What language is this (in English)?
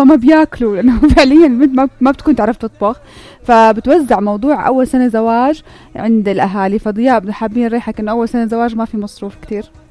North Levantine Arabic